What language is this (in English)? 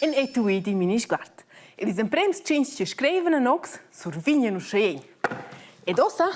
Romansh